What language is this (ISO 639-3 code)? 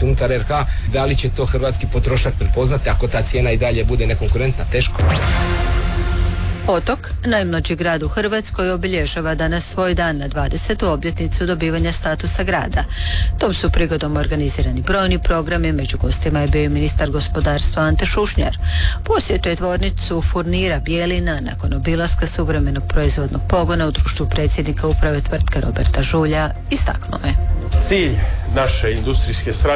hrv